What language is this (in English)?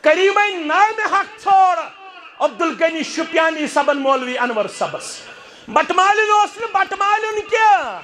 Kashmiri